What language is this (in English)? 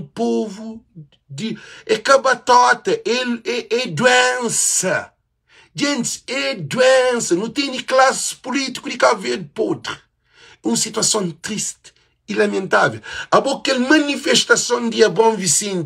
Kabuverdianu